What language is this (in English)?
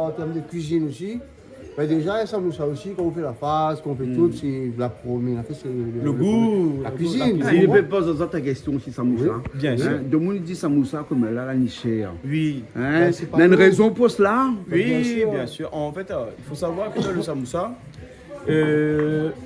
Réunion Creole French